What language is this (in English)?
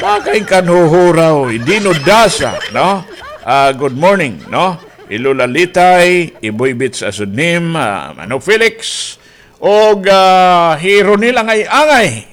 Waray